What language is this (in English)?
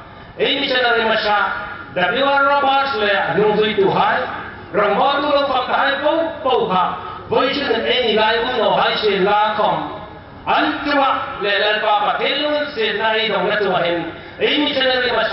Hmar